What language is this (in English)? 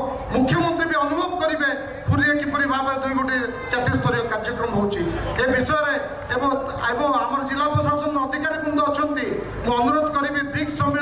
Odia